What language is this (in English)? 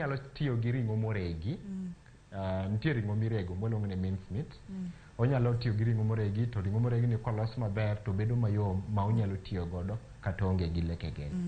Luo (Kenya and Tanzania)